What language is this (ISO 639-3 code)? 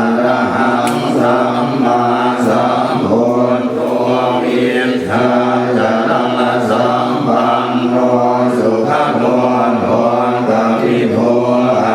pli